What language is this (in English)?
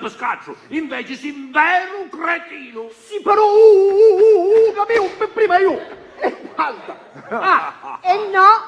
Sicilian